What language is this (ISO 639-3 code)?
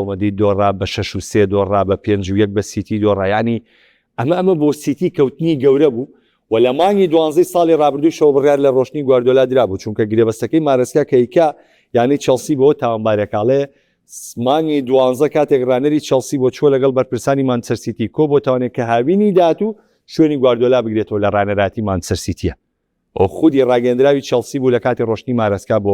ckb